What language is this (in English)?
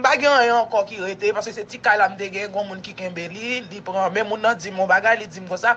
Haitian Creole